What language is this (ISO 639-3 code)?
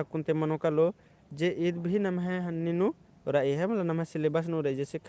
kru